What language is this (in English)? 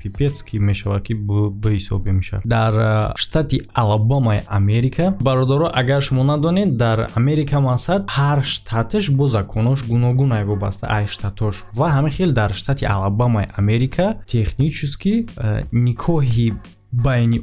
Tajik